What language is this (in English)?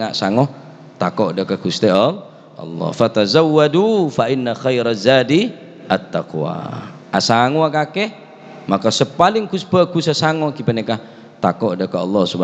Madurese